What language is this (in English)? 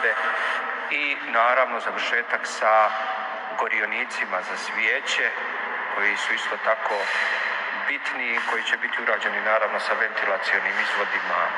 Bosnian